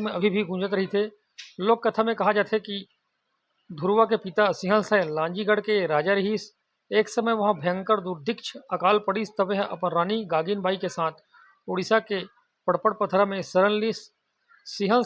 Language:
Chhattisgarhi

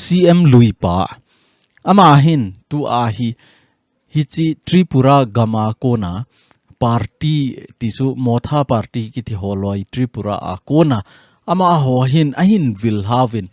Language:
Thado Chin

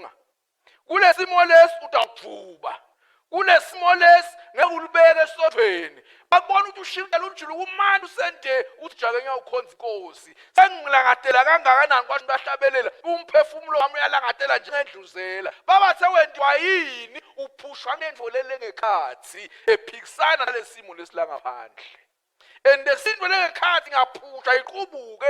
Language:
Swati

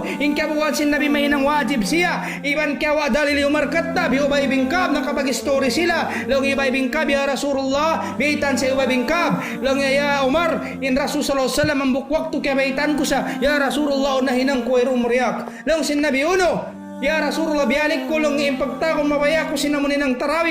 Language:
Tausug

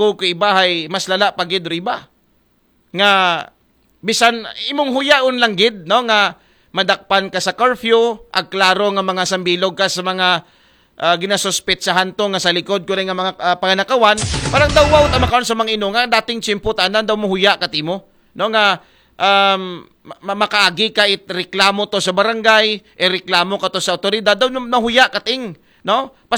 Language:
Aklanon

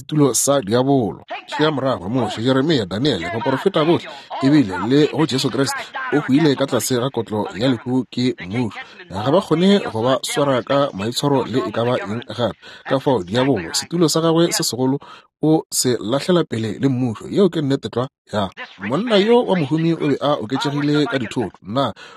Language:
Northern Sotho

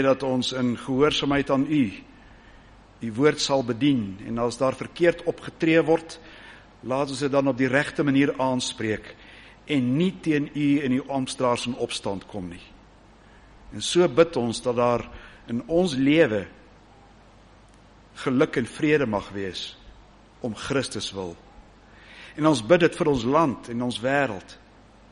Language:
Afrikaans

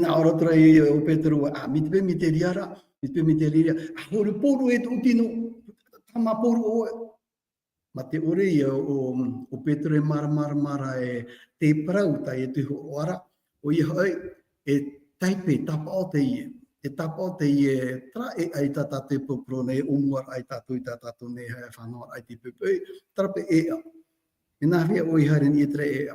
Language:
Tahitian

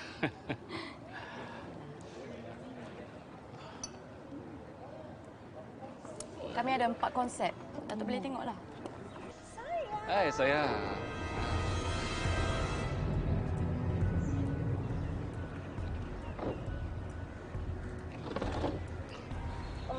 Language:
Malay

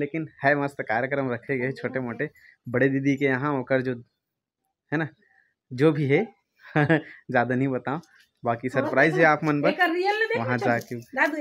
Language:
Chhattisgarhi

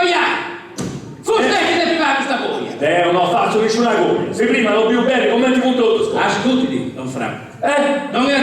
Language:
Sardinian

